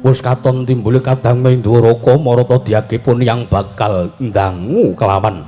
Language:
Javanese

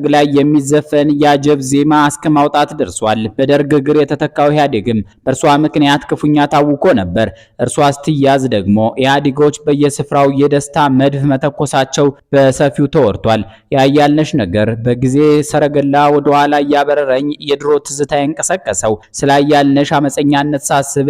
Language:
Amharic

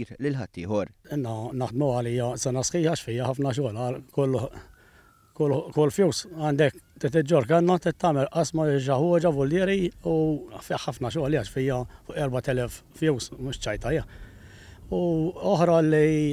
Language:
Maltese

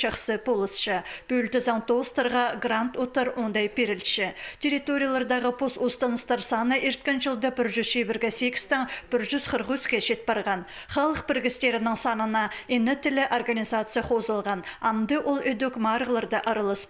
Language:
Khakas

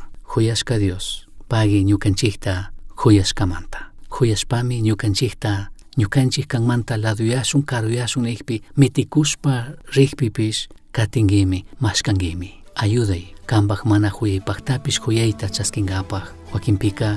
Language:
Chimborazo Highland Quichua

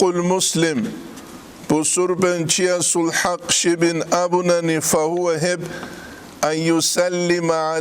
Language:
Avaric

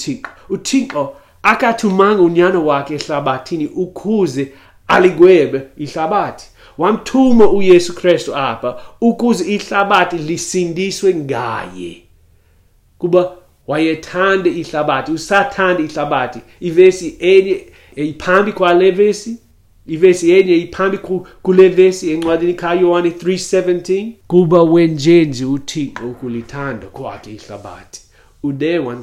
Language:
Xhosa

